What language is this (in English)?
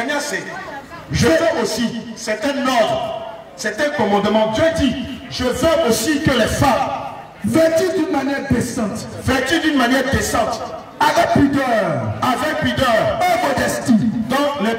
French